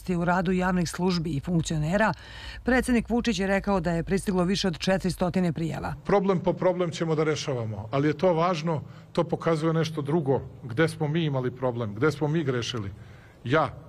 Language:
Serbian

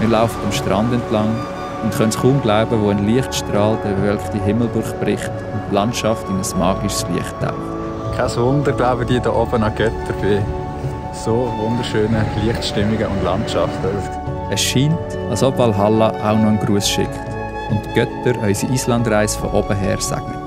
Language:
Swiss German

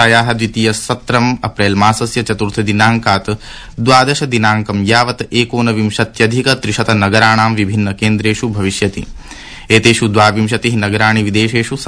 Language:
Sanskrit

